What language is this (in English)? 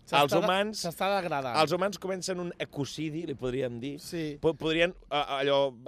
Catalan